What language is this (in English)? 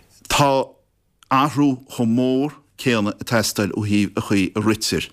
Irish